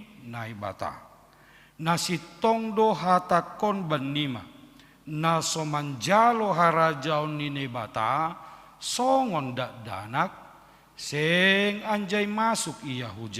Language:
Batak Simalungun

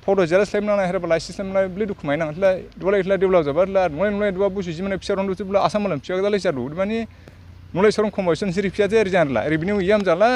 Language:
Dimasa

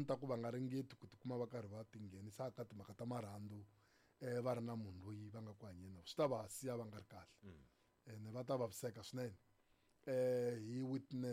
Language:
Tsonga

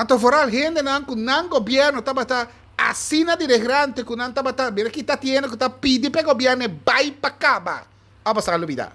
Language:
Papiamento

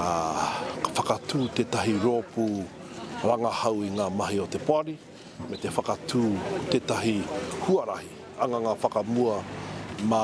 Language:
Māori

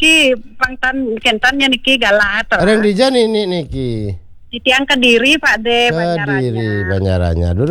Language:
Balinese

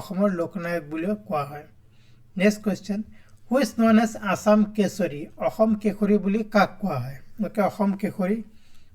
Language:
Assamese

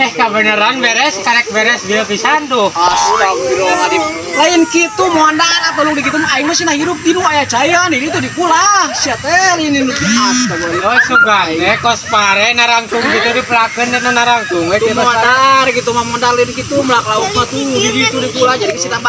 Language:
Sundanese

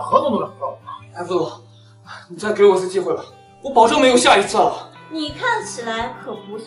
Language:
Chinese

